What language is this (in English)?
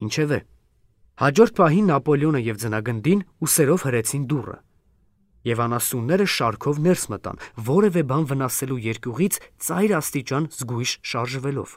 Armenian